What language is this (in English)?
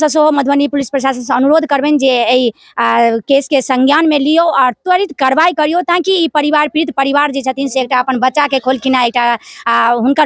Maithili